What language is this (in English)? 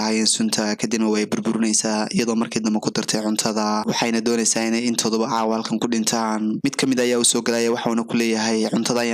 Somali